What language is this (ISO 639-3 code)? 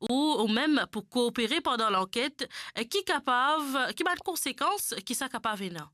mfe